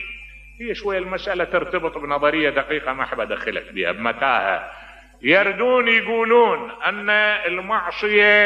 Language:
Mesopotamian Arabic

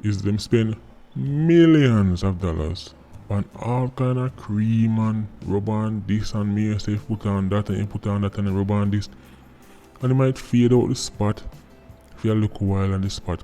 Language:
Jamaican Creole English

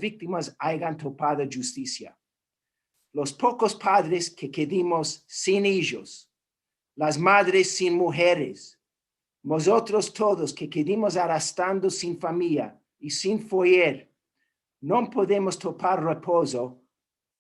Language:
Ladino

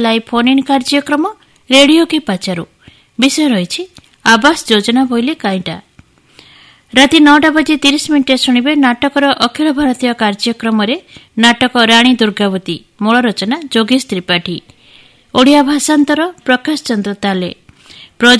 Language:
Odia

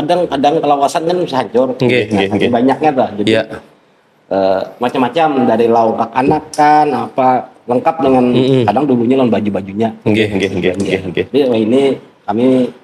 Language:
Banjar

